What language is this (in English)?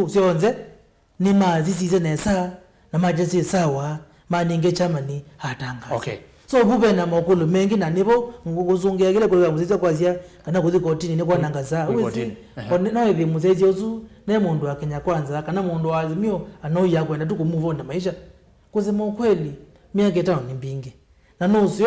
Kamba